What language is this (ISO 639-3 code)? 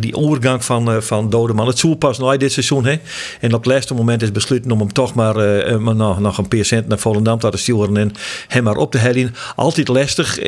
fry